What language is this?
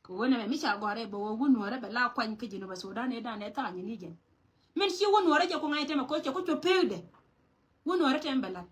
Nuer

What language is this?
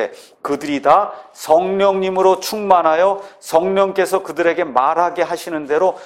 Korean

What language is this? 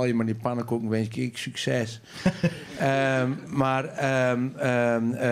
Western Frisian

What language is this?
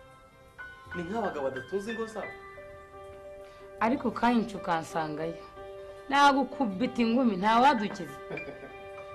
Kinyarwanda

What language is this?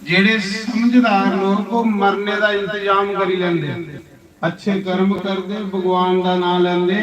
Dogri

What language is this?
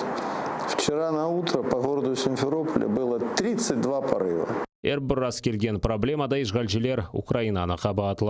Crimean Tatar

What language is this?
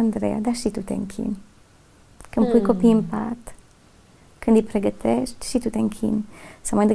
Romanian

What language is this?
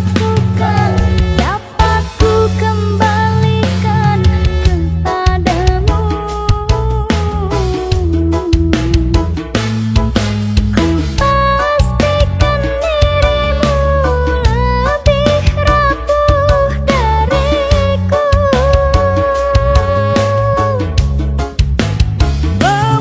Indonesian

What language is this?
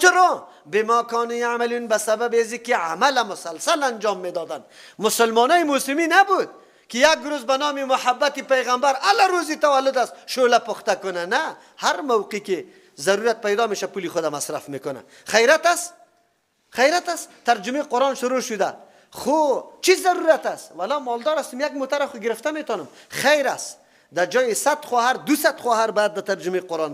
Persian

